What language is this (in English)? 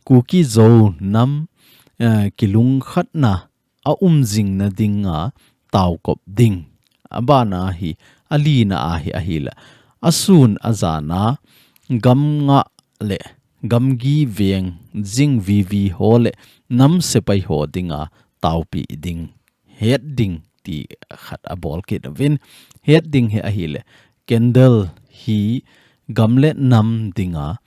Thado Chin